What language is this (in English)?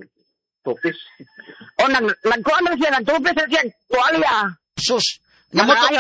Cebuano